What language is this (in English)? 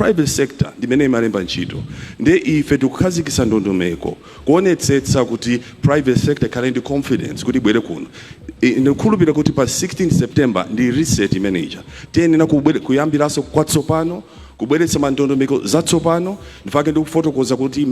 Nyanja